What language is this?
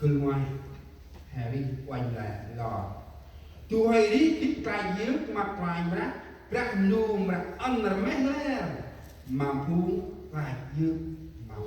Central Mnong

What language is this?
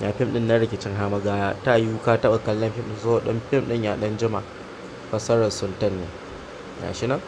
Hausa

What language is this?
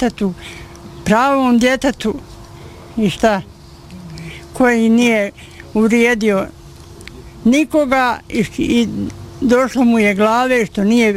Bosnian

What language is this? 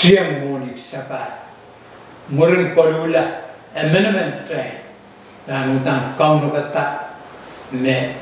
Pohnpeian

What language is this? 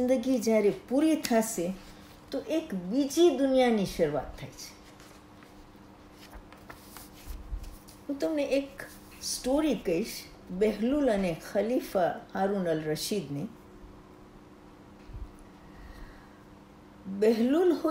Gujarati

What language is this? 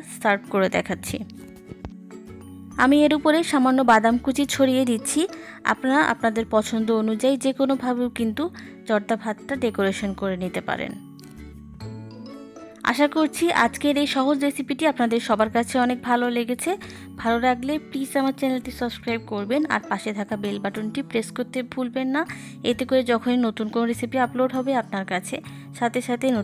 Bangla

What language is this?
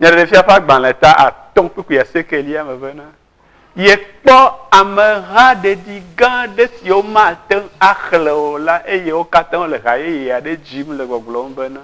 Ewe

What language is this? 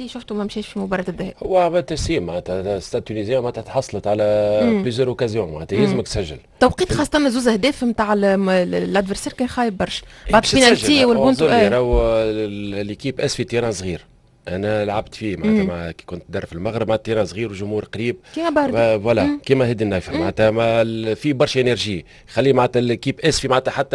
Tunisian Arabic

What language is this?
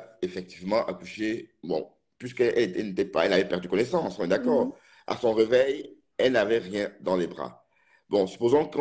French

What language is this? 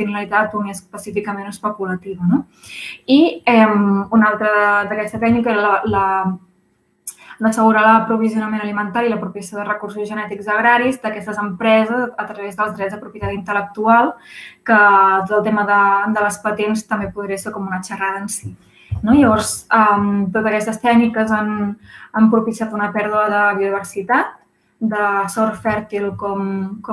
Catalan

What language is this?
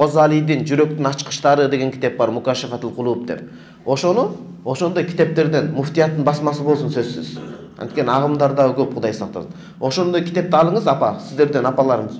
Kyrgyz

